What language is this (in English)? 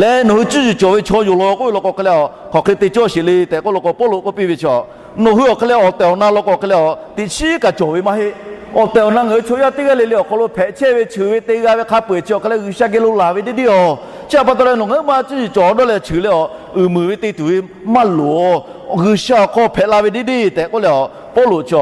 Lahu